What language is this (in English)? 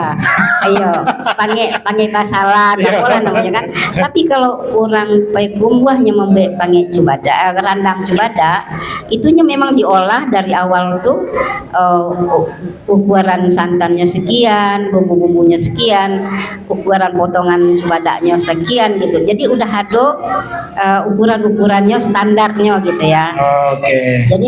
Minangkabau